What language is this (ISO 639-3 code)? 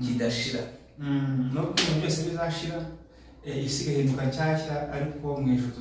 kin